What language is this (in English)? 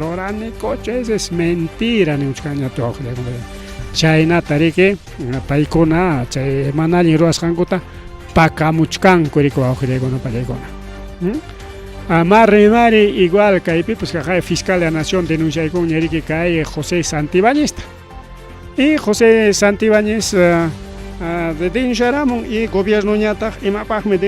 Ayacucho Quechua